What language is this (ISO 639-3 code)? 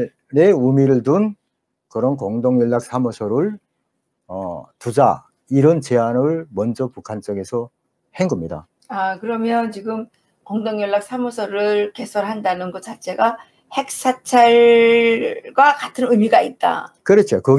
kor